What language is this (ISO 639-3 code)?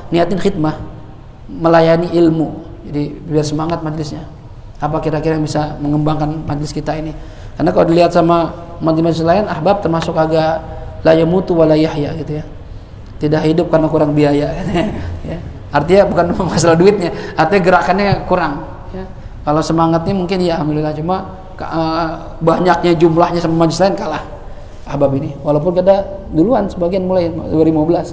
ind